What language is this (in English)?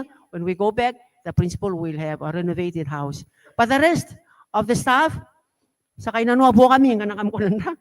Gilbertese